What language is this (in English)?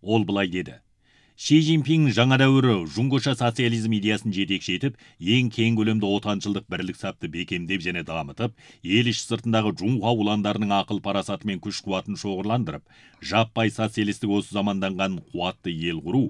Kazakh